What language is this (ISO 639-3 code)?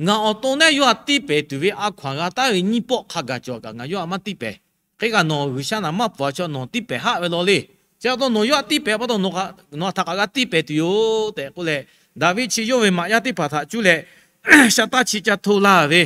lhu